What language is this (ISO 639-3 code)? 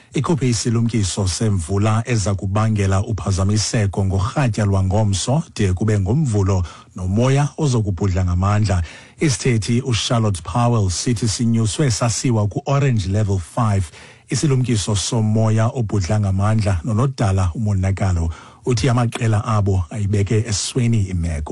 xho